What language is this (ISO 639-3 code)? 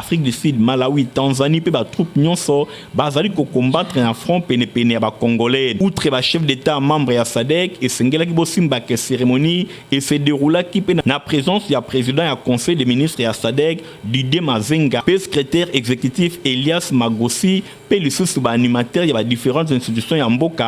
lin